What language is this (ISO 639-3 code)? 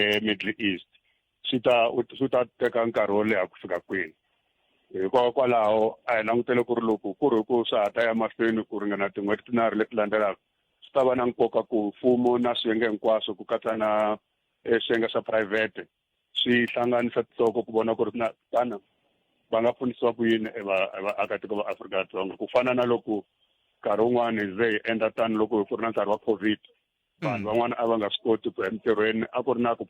tso